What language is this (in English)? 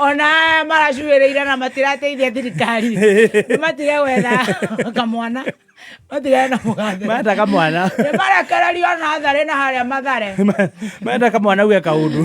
Kikuyu